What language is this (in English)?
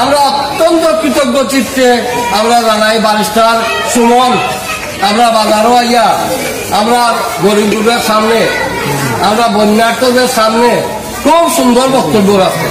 Sylheti